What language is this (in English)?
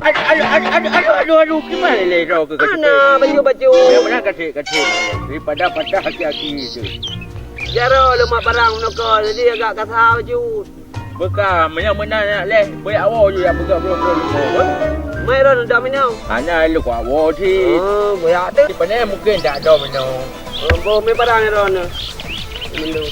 Achinese